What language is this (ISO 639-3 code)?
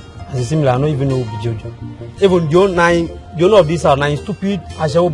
pcm